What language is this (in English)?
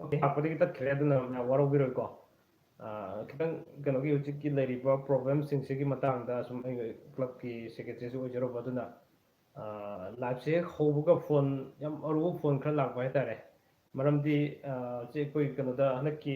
Manipuri